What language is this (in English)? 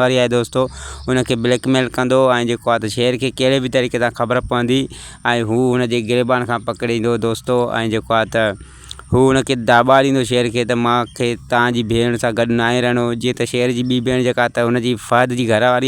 Sindhi